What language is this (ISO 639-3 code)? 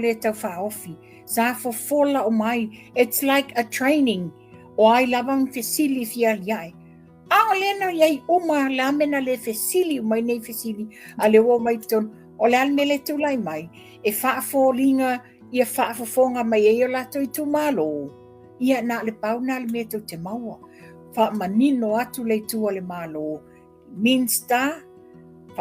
smo